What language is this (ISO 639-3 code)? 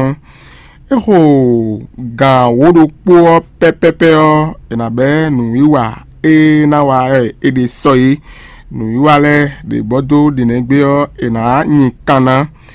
fon